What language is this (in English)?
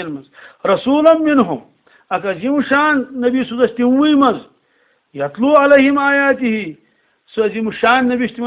Kashmiri